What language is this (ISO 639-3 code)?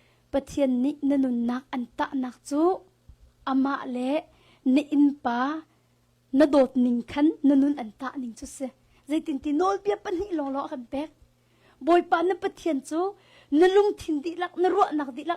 cnh